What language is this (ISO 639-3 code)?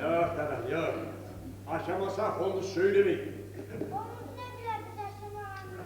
kum